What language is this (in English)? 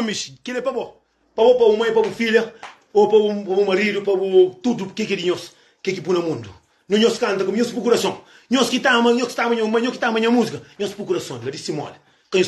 Kabuverdianu